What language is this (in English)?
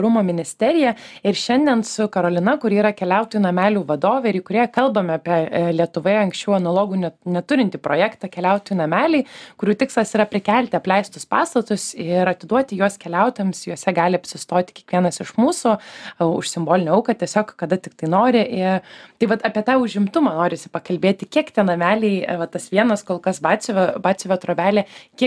Lithuanian